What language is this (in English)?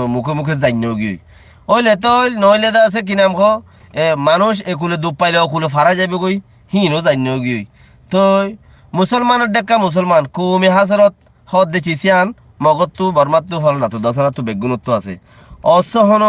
Rohingya